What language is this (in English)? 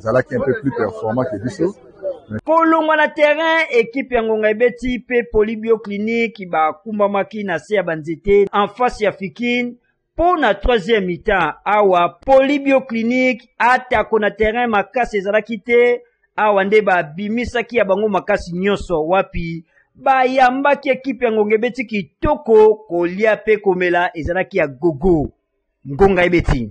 Lingala